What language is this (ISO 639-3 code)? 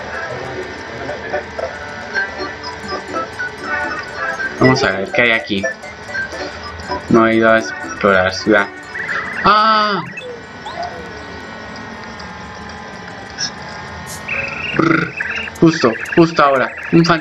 spa